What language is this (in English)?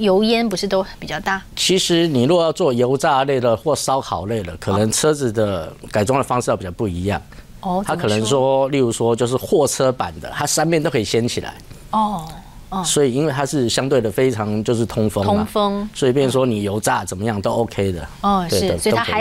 Chinese